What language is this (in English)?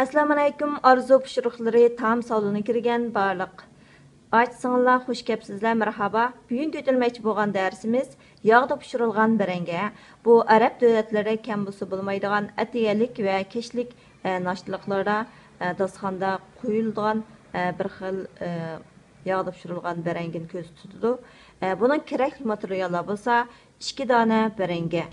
Uyghur